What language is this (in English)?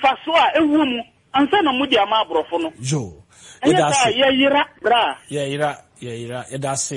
Akan